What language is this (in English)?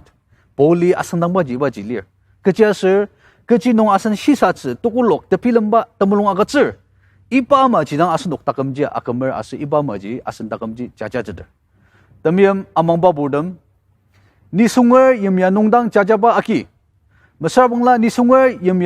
Ao Naga